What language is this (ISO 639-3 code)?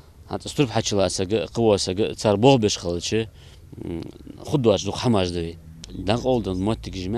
inh